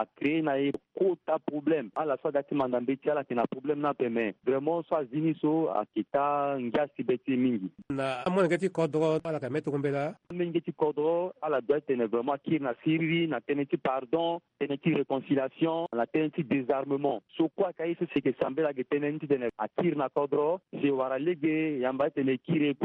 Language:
Sango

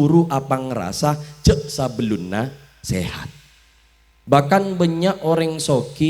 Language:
Madurese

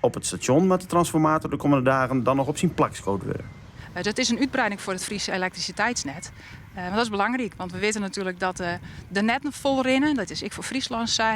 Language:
Western Frisian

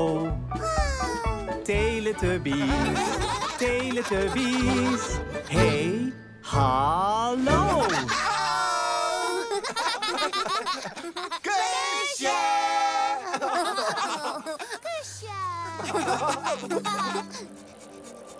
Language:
Dutch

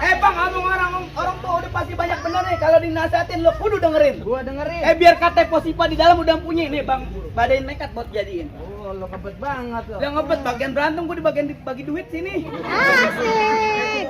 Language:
Betawi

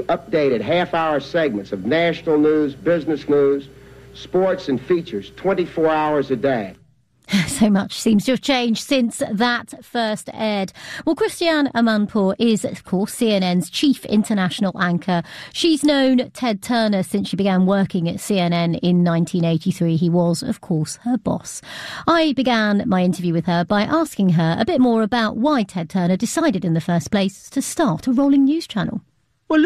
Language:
English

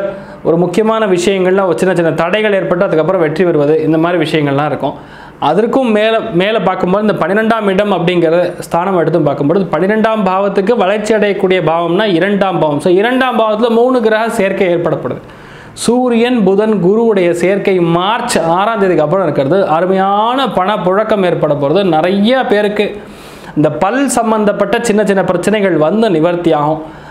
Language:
Tamil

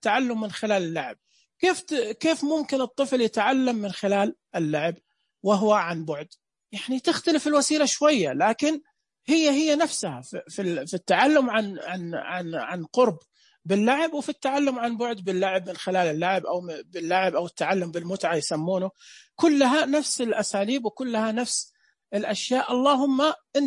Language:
Najdi Arabic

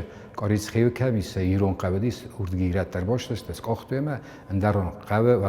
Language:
Ossetic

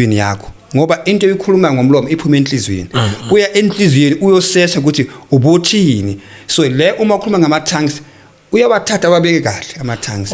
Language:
Zulu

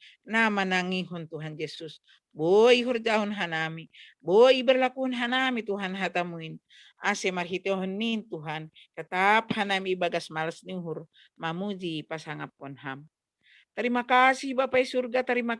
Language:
Batak Simalungun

